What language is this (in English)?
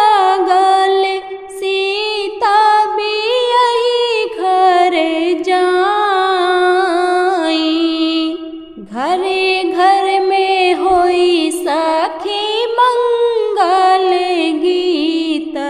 Bhojpuri